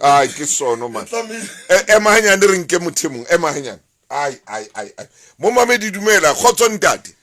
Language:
Southern Sotho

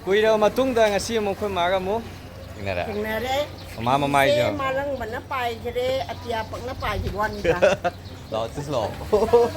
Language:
Manipuri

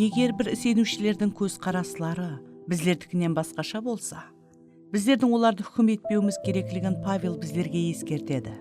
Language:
Kara-Kalpak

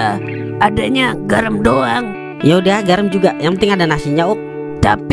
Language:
Betawi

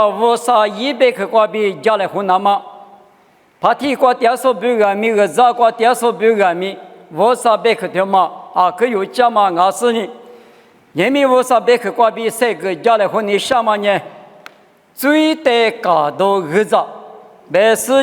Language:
Lisu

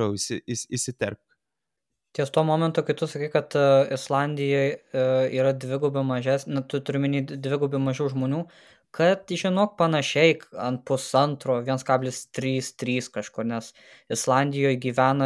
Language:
Lithuanian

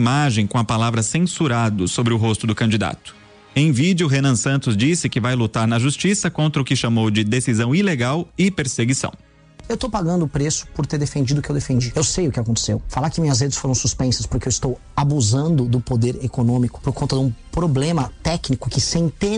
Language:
Portuguese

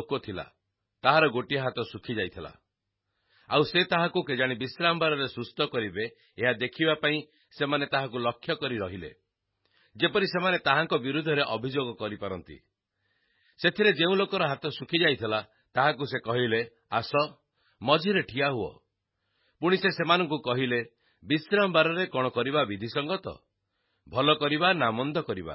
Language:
Odia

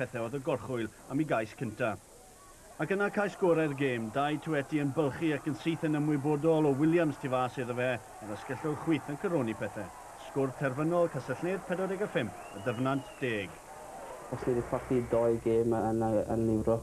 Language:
Welsh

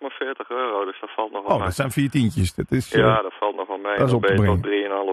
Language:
Dutch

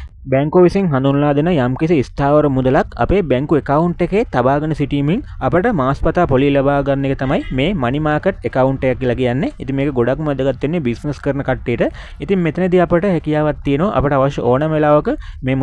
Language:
Sinhala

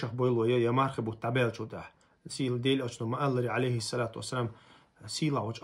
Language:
Chechen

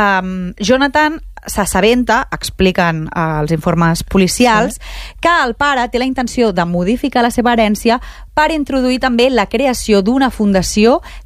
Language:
Catalan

